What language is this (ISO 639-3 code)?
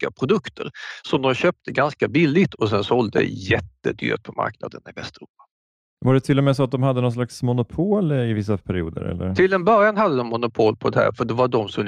swe